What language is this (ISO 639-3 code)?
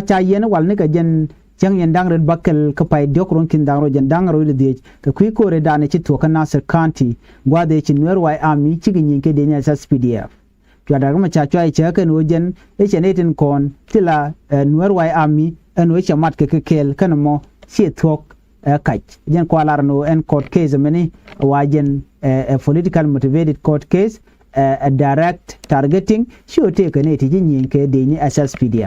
nus